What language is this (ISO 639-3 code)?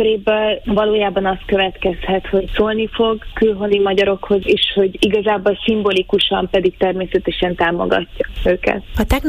hun